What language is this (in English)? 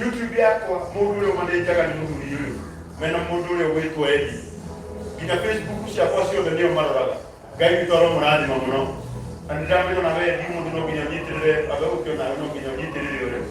Kikuyu